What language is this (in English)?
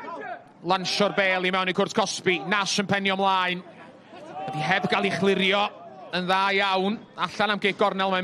Welsh